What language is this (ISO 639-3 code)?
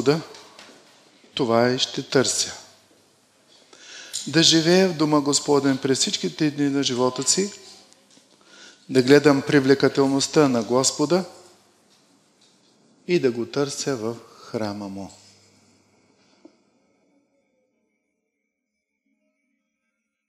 bul